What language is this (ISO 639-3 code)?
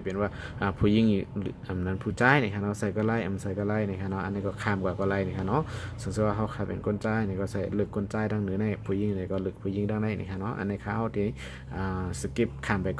shn